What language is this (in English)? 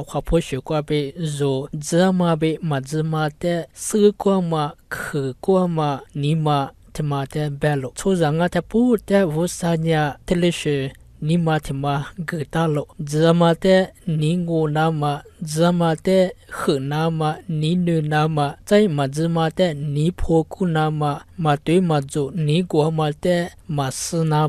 Lisu